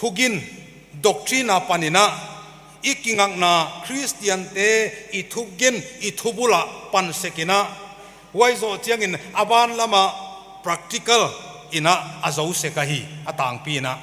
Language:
Paite Chin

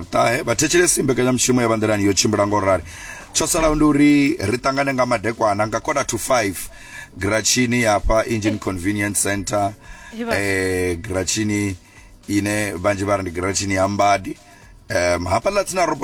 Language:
Venda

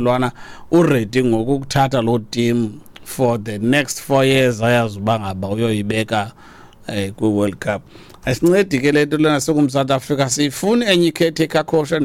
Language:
Xhosa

